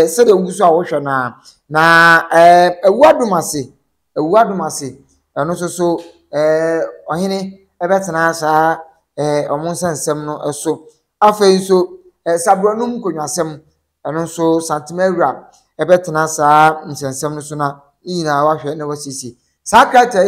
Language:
Akan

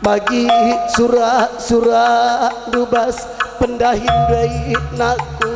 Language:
Batak Karo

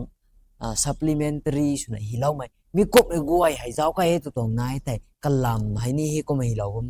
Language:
Rongmei Naga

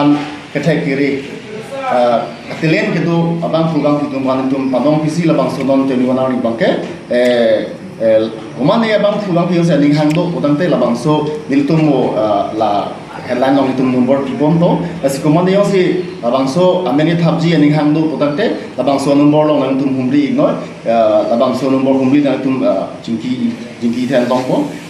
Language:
Karbi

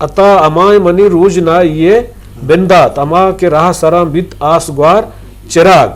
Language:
Eastern Balochi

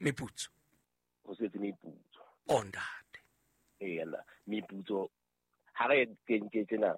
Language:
Southern Sotho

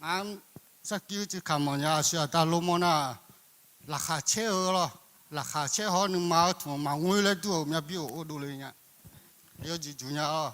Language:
Akha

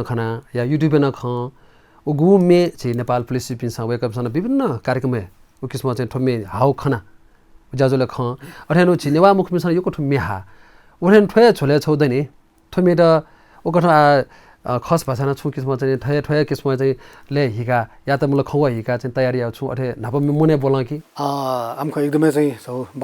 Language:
Newari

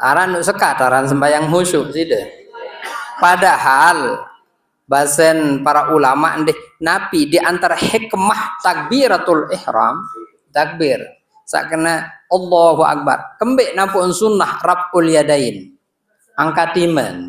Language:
Sasak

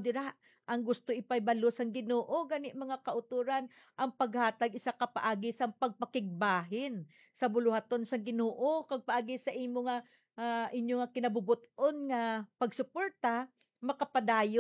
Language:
Hiligaynon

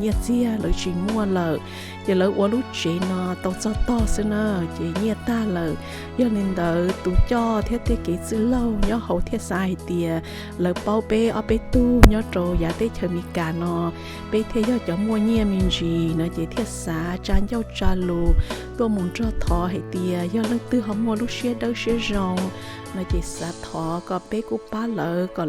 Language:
Hmong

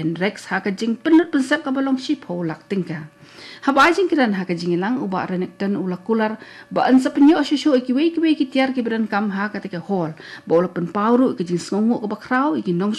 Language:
Khasi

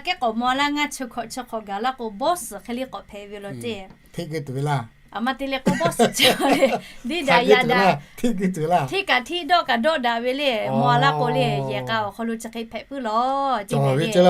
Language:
Lahu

